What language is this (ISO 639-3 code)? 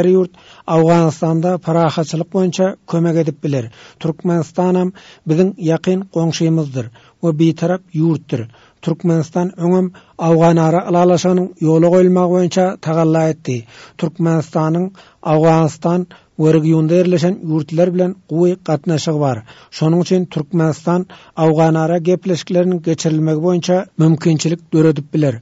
tuk